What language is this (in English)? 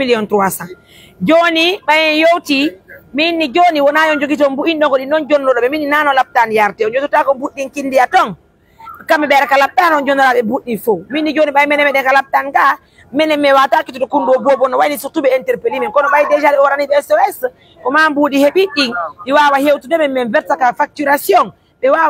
Pular